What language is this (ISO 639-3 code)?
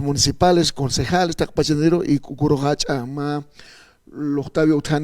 aym